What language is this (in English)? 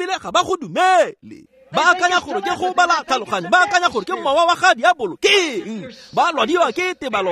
Tswana